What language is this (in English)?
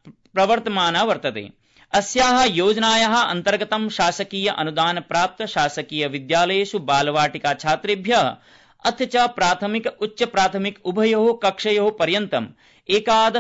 Sanskrit